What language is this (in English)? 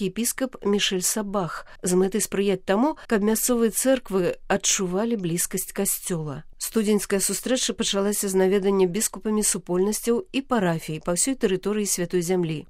Belarusian